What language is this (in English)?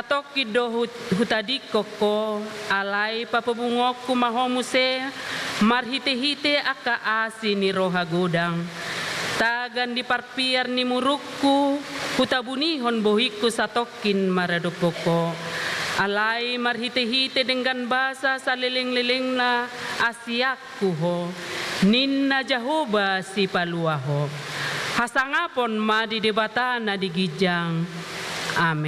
Batak Toba